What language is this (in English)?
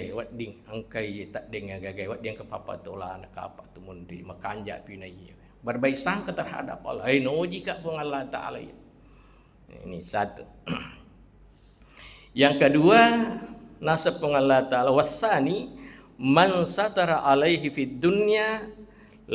Buginese